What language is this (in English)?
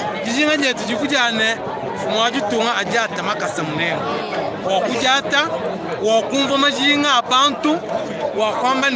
Luba-Lulua